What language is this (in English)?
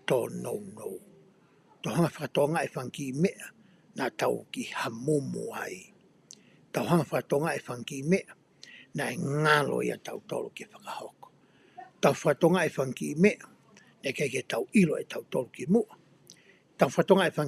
Tongan